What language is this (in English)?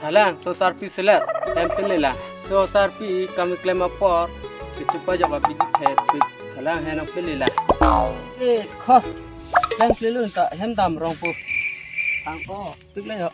Karbi